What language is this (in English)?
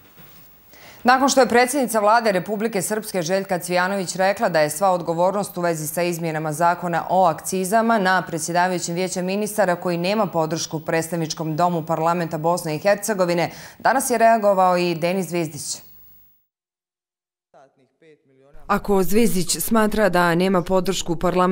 Bosnian